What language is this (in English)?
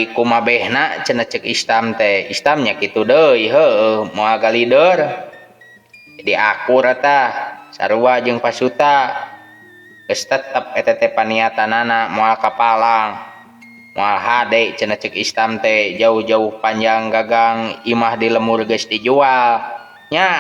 Sundanese